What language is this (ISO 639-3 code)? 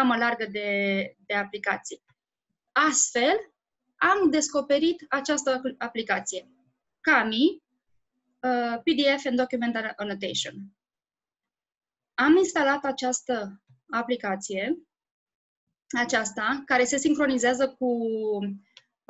ron